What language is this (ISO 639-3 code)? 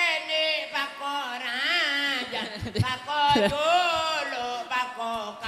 mad